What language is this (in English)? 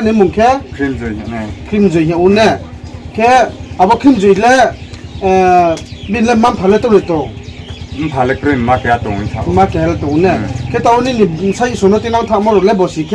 Riang (India)